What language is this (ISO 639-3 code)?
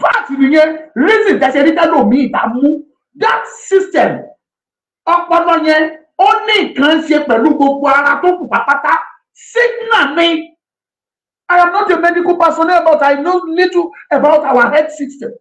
yor